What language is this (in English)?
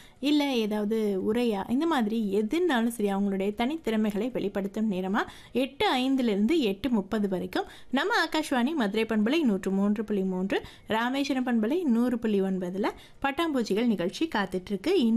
Tamil